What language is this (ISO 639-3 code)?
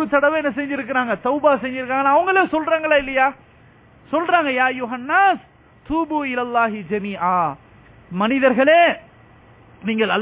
tam